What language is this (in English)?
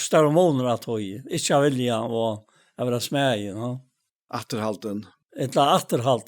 Faroese